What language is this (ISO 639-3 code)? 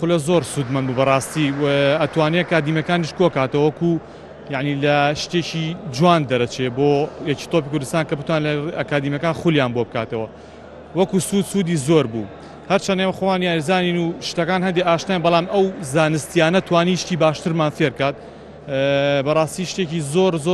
ckb